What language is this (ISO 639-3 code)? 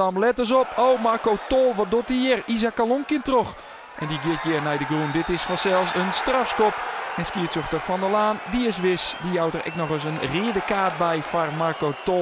fry